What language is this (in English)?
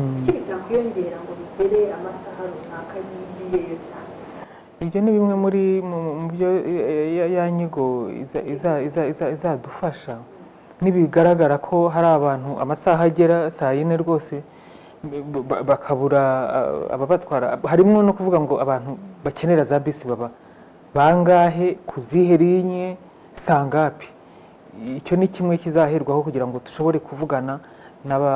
Kinyarwanda